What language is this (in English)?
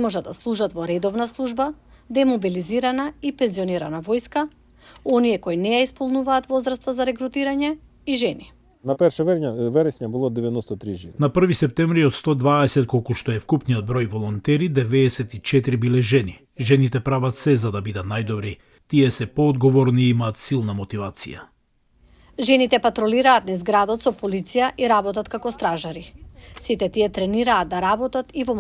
Macedonian